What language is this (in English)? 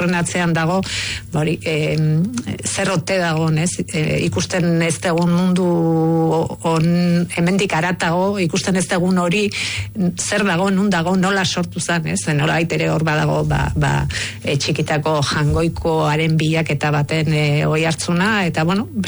Basque